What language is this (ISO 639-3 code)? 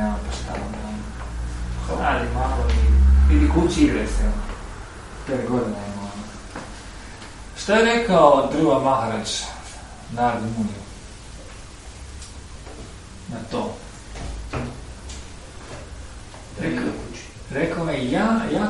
hrv